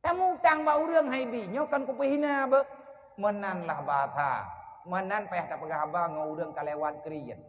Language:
Achinese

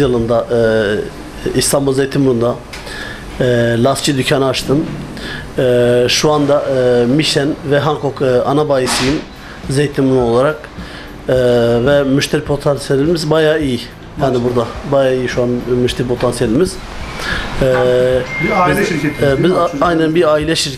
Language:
Turkish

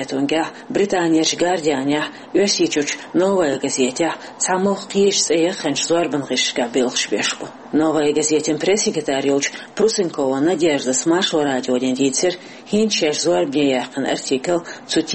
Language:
Chechen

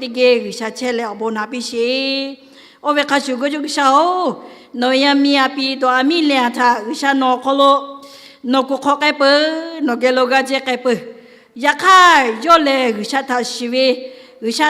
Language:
Lahu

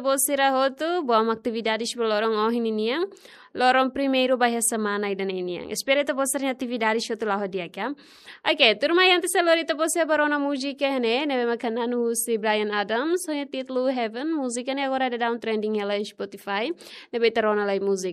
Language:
Tetum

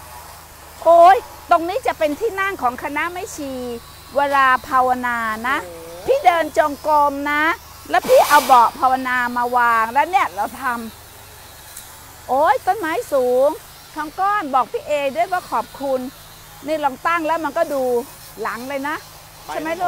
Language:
Thai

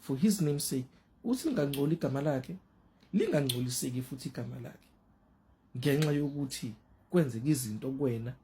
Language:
Zulu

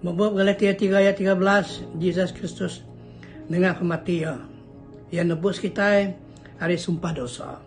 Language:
Iban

